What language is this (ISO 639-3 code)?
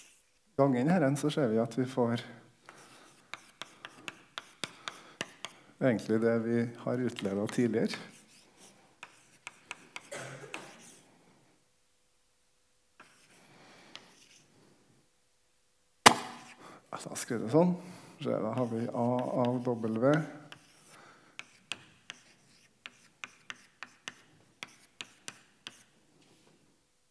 nor